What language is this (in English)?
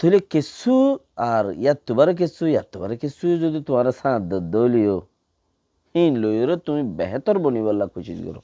Rohingya